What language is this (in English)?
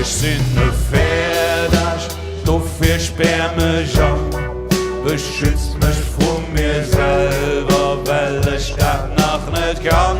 Luxembourgish